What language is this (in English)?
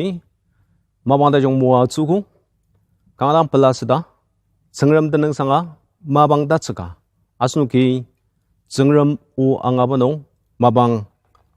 Ao Naga